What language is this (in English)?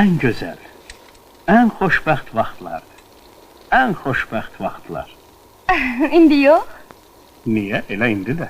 Azerbaijani